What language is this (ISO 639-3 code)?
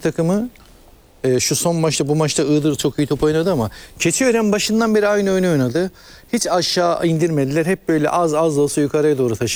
tur